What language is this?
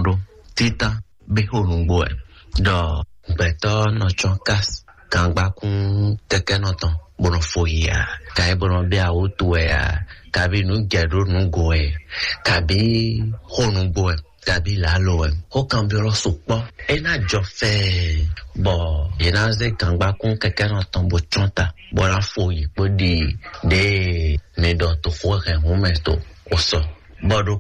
Fon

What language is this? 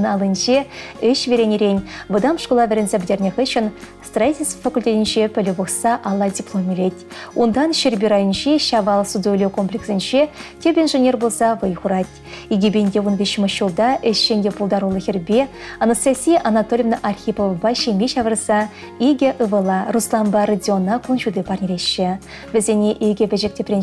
Chuvash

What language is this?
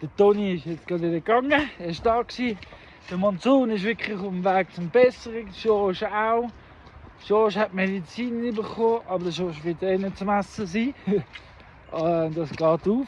Swiss German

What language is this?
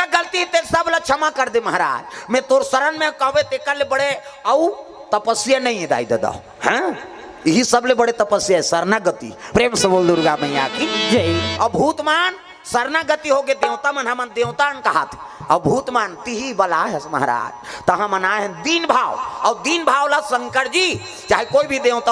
Chhattisgarhi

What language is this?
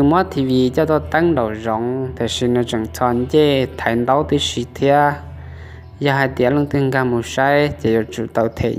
Hmong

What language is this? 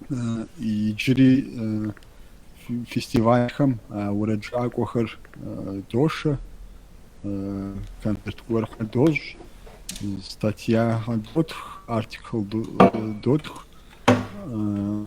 Kabardian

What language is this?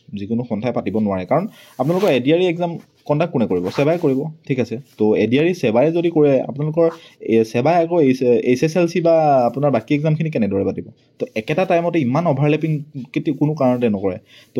Assamese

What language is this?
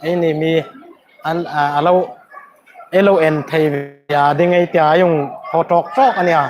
Hmar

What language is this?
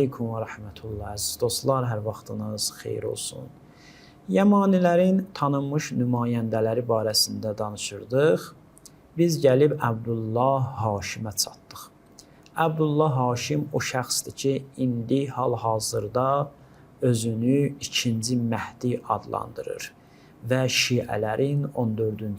Azerbaijani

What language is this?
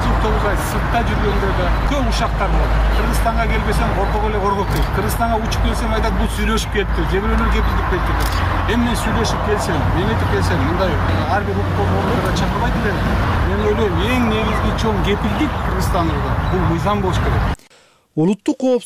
Kyrgyz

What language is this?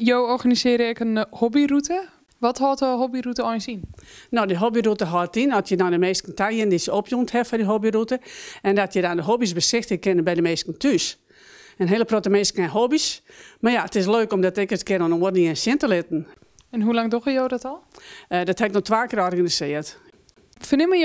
Western Frisian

